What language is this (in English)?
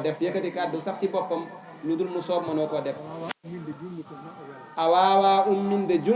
Fula